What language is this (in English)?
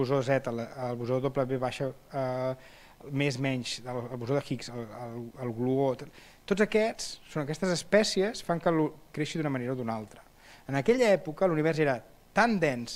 Catalan